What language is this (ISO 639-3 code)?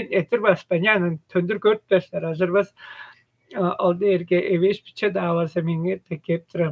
tyv